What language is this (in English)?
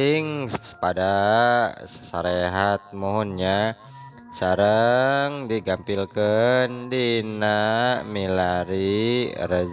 Sundanese